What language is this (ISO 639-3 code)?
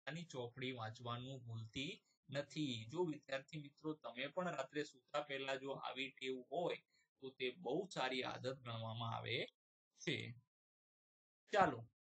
guj